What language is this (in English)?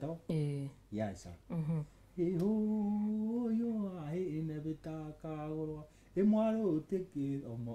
Meru